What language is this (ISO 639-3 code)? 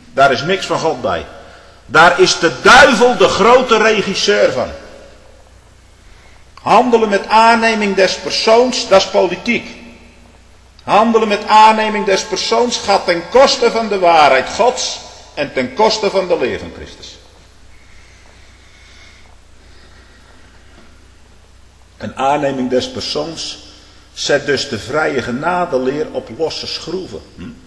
nld